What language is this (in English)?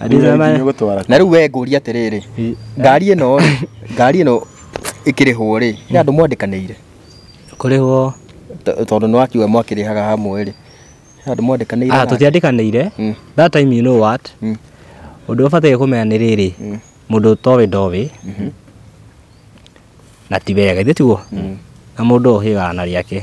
Kikuyu